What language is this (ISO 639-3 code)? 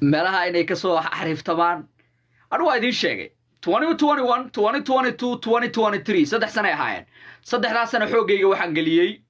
som